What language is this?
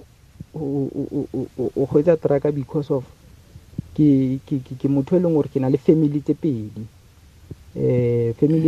Tswana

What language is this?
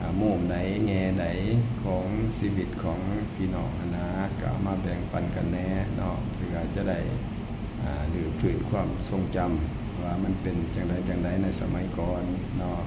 Northeastern Thai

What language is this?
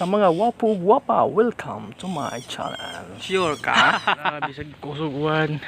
Cebuano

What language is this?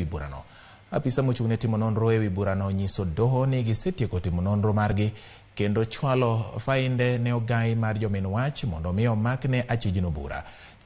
Luo (Kenya and Tanzania)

